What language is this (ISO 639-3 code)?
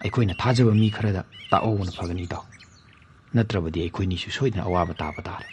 mni